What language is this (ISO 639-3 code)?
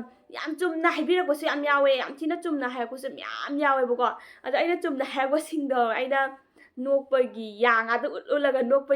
mni